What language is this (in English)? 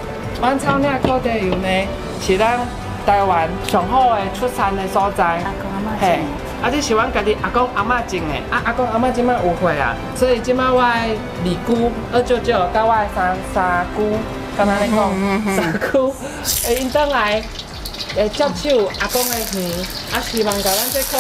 Min Nan Chinese